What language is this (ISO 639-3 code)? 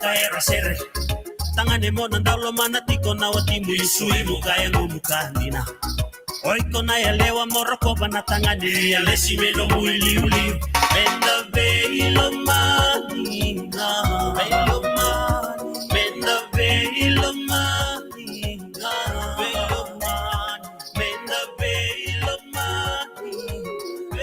fij